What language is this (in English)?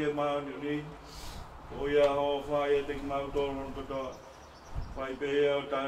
Tongan